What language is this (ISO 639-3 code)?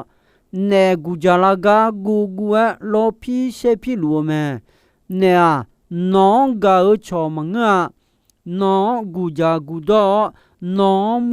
ahk